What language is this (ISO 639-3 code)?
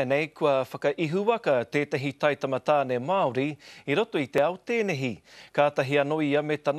mri